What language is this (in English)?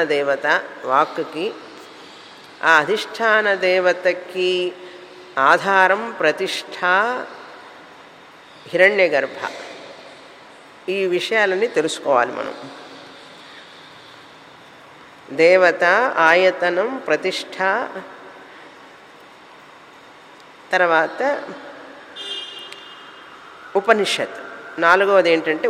Telugu